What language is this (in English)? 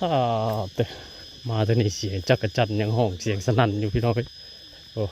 Northeastern Thai